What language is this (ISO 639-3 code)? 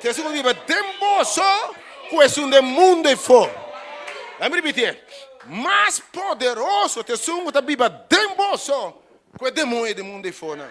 pap